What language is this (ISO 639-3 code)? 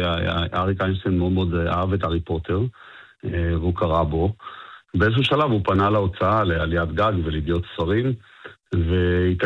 heb